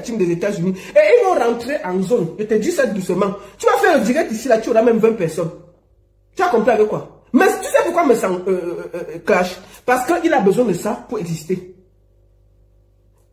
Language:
French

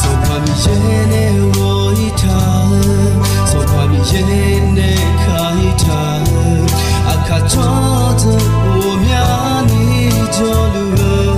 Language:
Akha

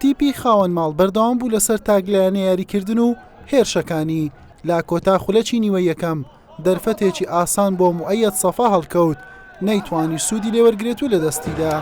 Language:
Central Kurdish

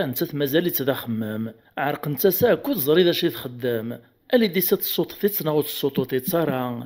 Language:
Kabyle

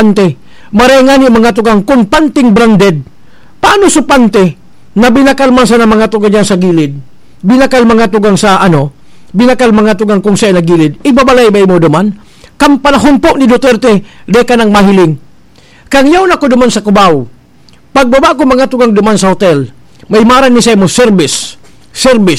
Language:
Bikol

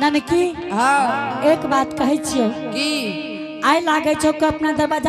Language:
Angika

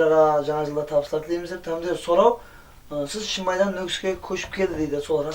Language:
Kara-Kalpak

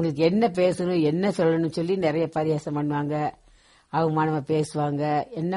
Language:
Tamil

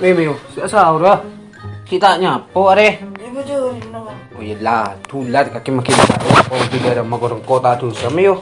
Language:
Madurese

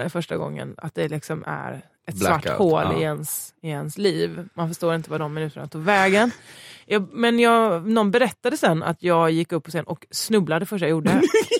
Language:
Swedish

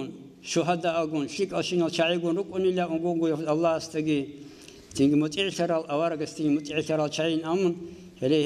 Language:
Avaric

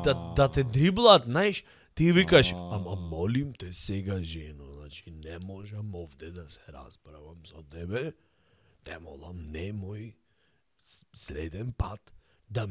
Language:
Macedonian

